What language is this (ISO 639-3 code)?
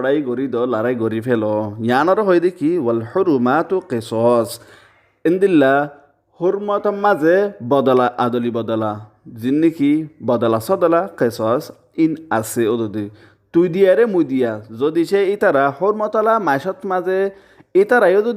rhg